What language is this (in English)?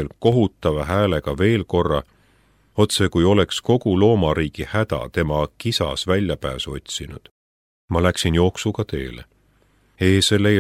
Estonian